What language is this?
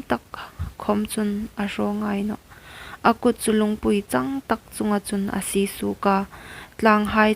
Hmar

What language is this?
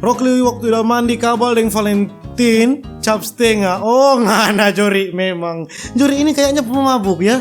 Manado Malay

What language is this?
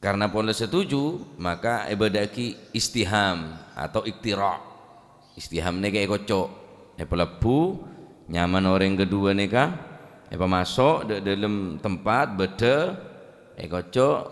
Madurese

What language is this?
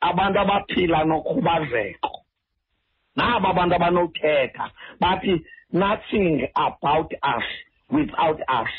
Xhosa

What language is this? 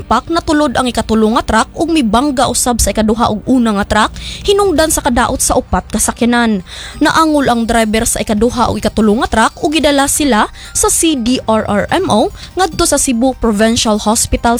Cebuano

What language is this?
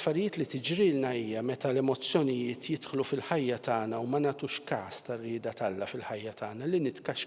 Maltese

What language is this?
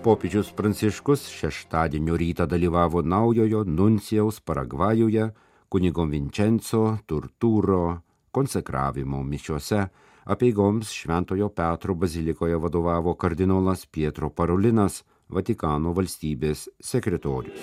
Lithuanian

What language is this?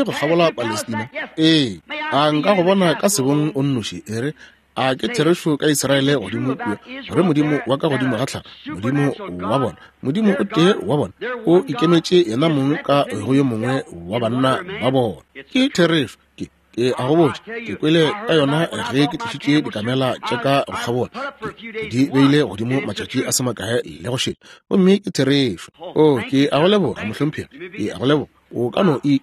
Northern Sotho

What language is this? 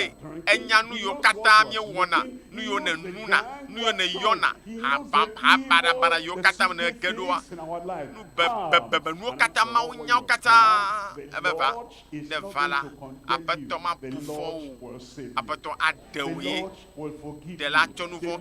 Ewe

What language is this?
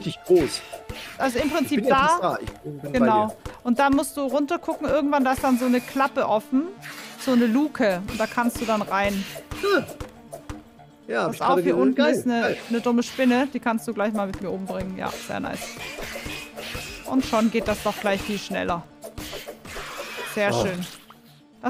German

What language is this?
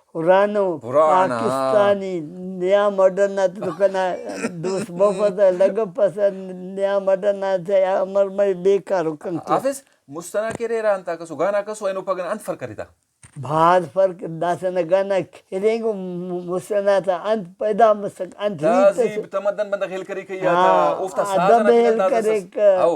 Brahui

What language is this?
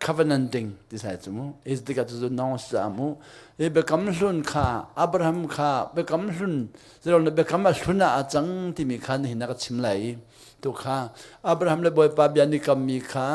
Hakha Chin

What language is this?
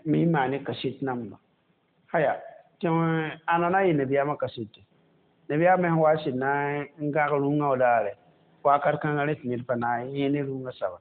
Mossi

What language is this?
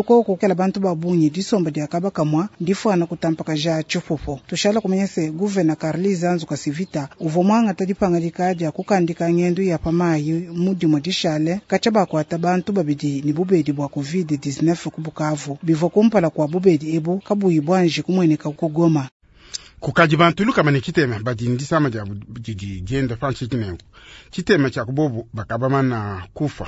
Luba-Lulua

